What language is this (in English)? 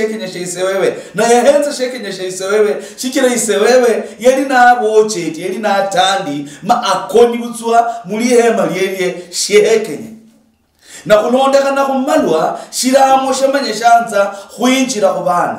Luyia